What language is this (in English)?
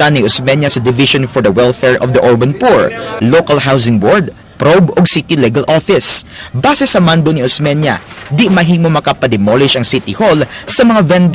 Cebuano